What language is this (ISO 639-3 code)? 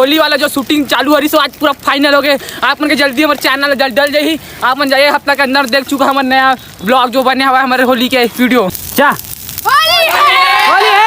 hne